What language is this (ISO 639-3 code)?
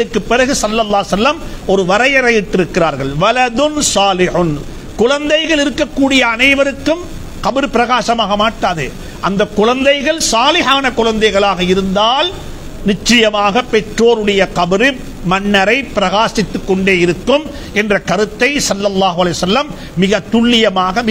tam